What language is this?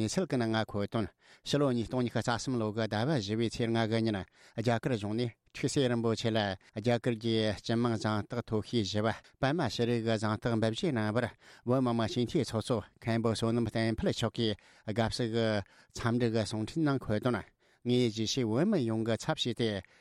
Tibetan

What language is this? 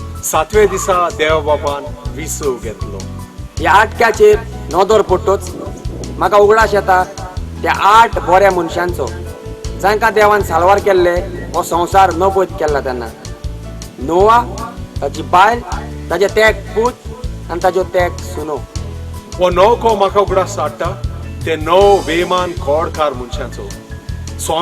Konkani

